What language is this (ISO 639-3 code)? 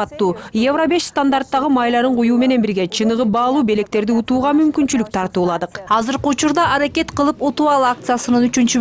kir